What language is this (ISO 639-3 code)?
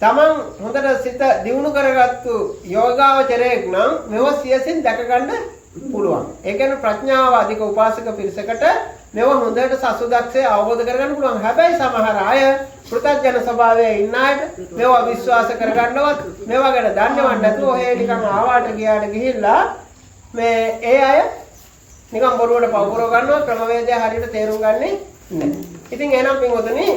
sin